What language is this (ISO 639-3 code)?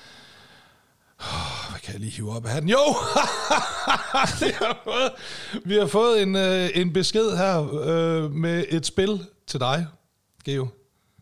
dan